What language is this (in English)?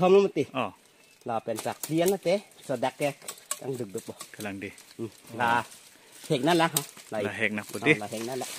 Karbi